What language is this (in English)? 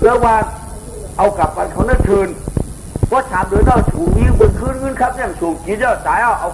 Shan